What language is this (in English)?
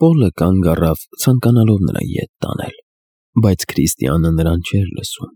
Armenian